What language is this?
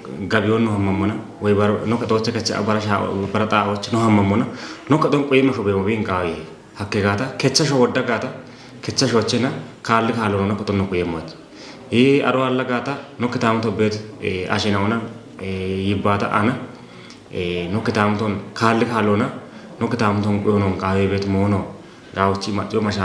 Kafa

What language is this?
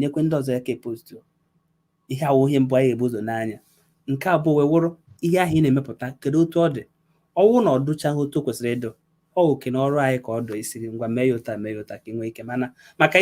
Igbo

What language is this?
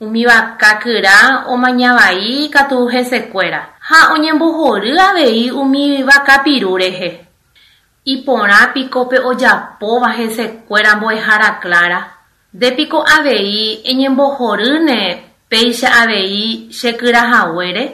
Guarani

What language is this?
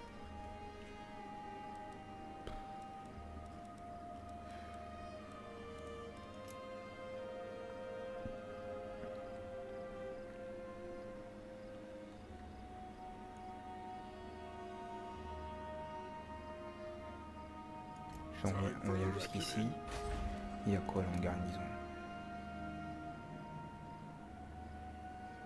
French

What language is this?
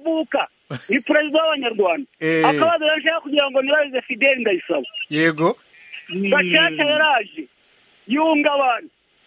Kinyarwanda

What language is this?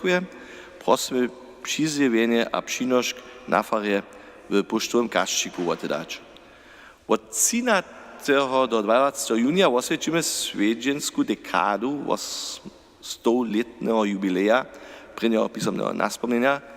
Upper Sorbian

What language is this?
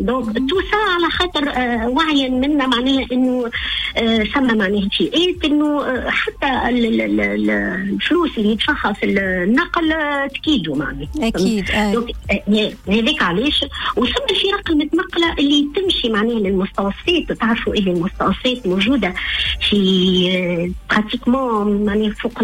Tunisian Arabic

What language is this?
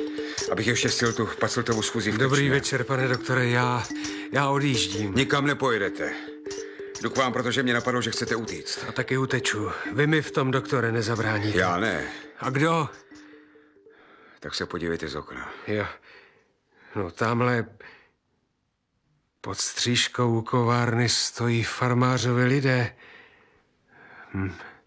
Czech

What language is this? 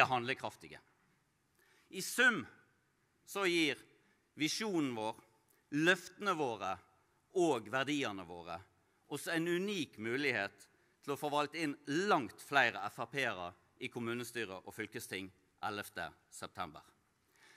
Norwegian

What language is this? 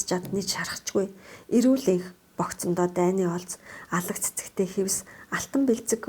Mongolian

